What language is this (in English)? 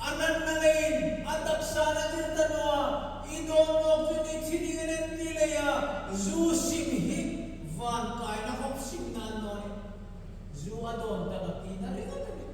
Hmar